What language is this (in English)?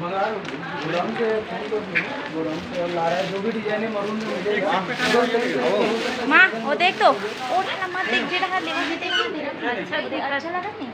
Chhattisgarhi